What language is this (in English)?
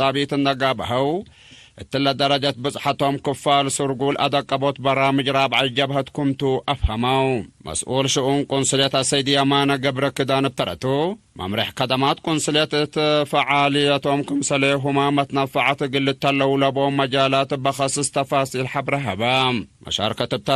Tigre